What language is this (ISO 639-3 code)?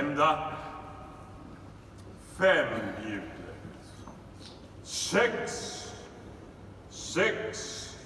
swe